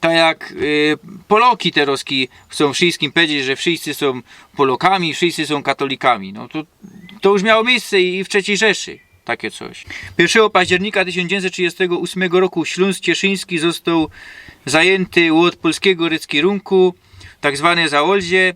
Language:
Silesian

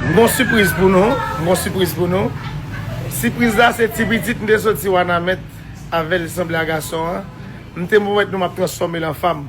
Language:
Haitian Creole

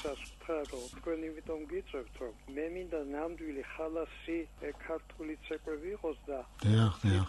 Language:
Georgian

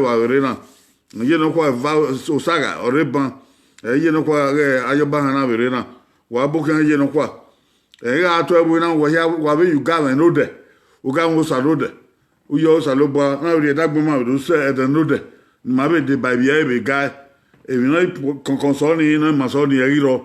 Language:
Bini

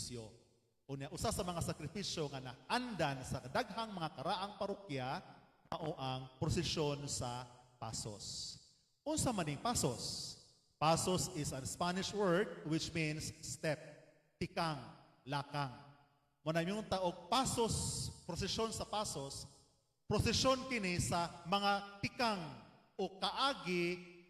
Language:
Cebuano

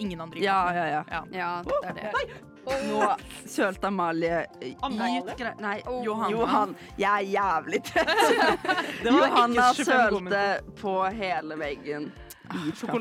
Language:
Norwegian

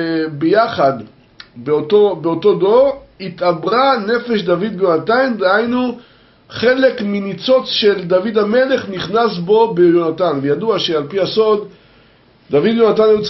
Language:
Hebrew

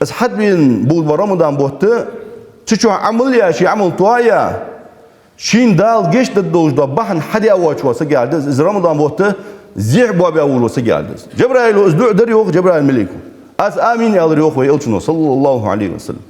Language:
Ingush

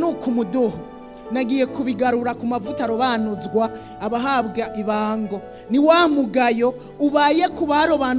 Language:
Kinyarwanda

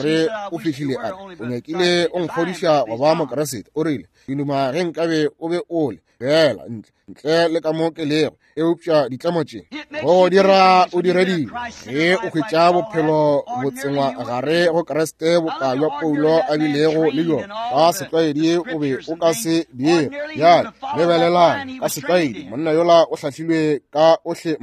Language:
Northern Sotho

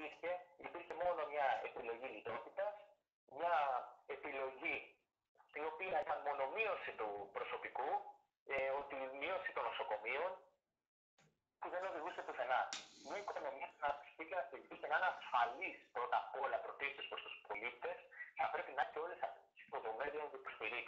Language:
Greek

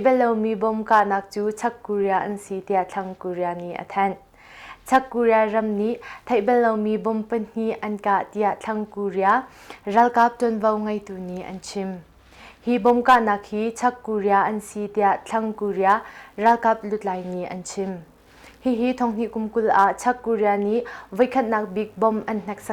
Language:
Hakha Chin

